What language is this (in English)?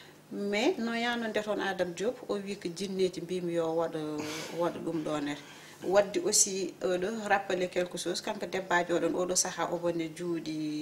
Fula